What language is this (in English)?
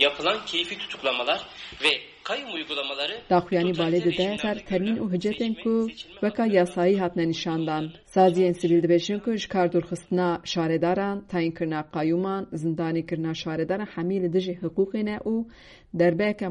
Kurdish